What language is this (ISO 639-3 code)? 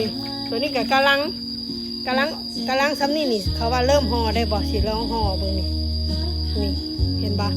lao